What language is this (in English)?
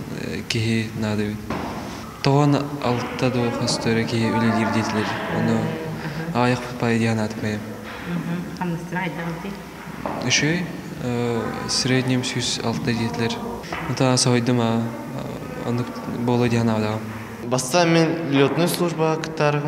Yakut